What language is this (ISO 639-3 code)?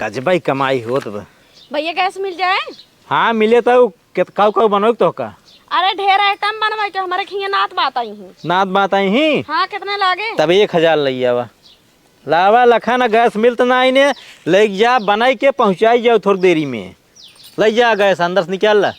awa